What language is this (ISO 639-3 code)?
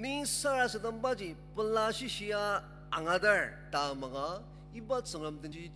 njo